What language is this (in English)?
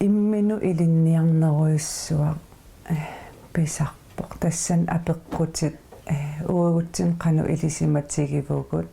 Kalaallisut